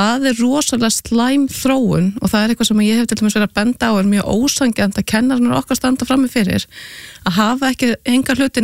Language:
Icelandic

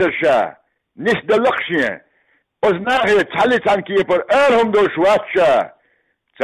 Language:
Chechen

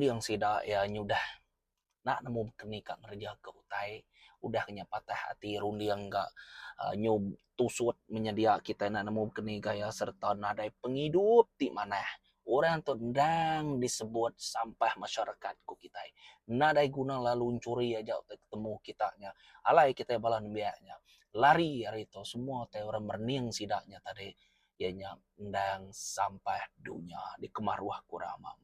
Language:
Iban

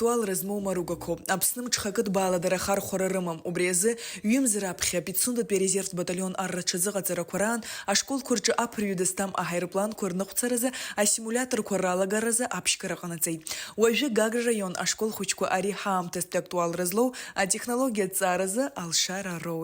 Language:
Abkhazian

